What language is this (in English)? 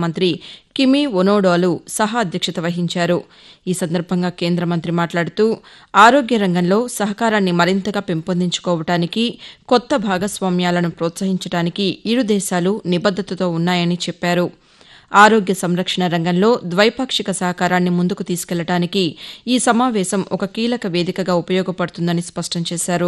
Telugu